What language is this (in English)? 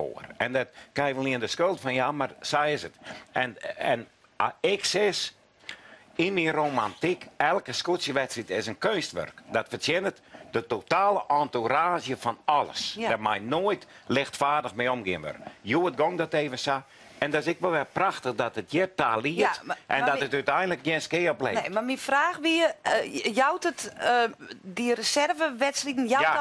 Western Frisian